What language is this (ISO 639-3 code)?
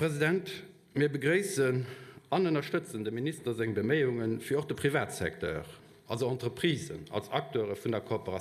ltz